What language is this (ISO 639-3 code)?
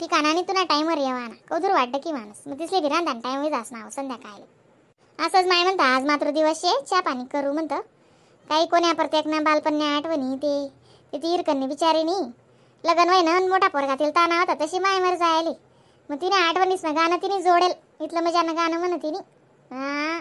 khn